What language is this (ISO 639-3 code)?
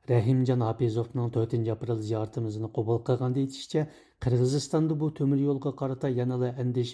uig